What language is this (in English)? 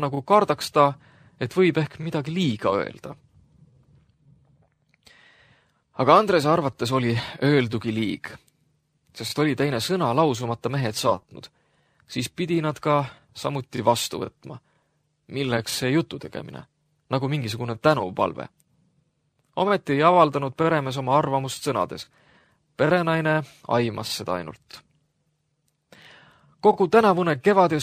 Estonian